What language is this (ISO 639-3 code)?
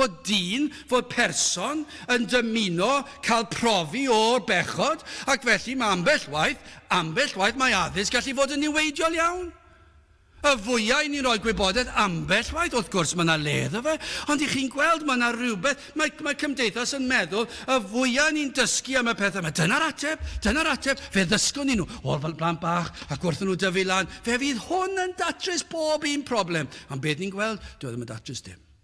cym